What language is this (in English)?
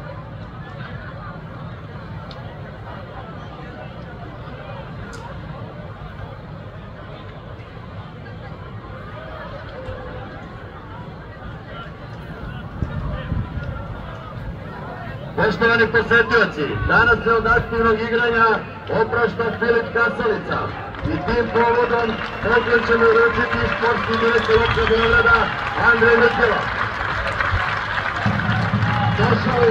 Serbian